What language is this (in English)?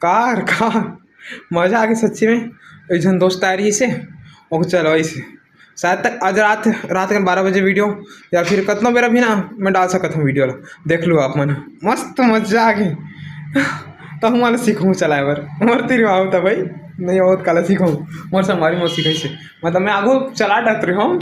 Chhattisgarhi